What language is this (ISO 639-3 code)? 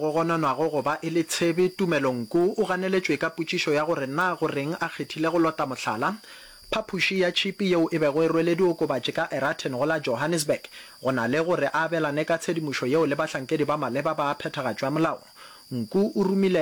nso